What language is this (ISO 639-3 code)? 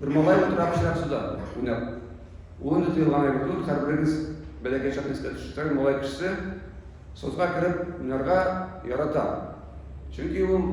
tat